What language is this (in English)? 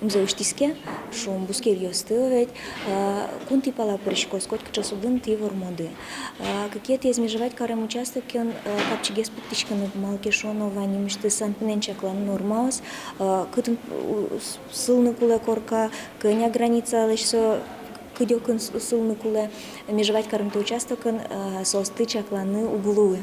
Udmurt